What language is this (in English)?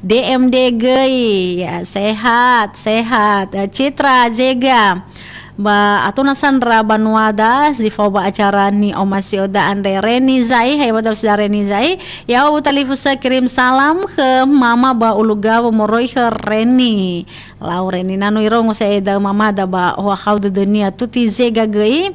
Nias